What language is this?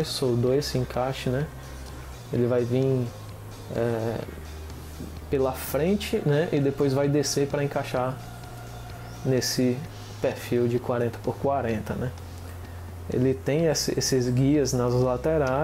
Portuguese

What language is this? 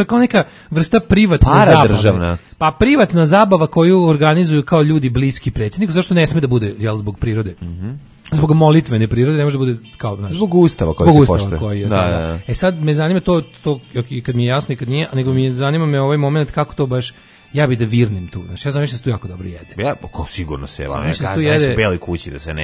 Serbian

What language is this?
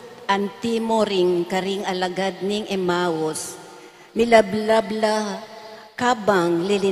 Pampanga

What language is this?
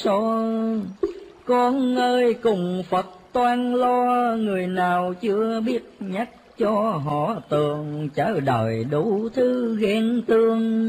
Vietnamese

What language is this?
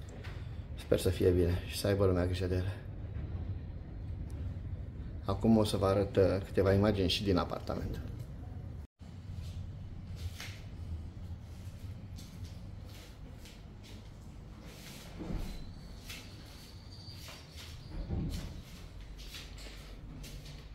Romanian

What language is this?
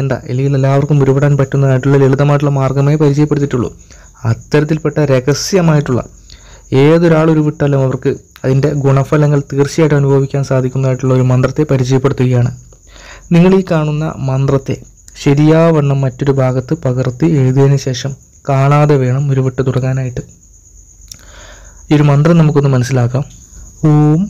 Malayalam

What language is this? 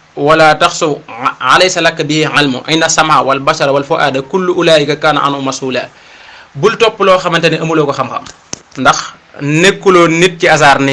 Wolof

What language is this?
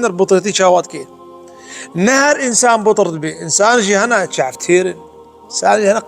Kurdish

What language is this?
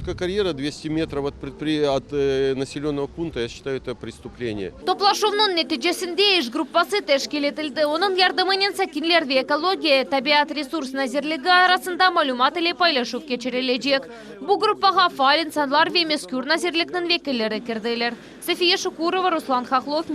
Crimean Tatar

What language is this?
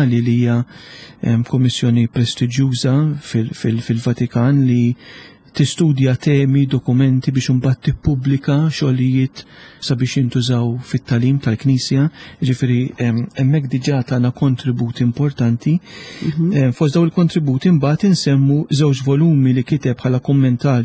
Maltese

